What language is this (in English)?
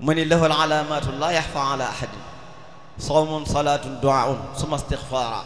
Wolof